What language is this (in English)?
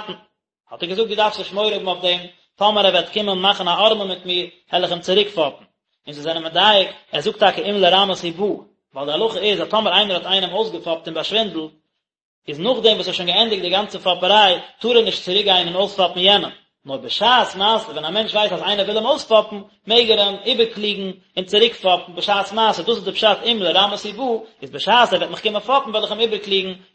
Yiddish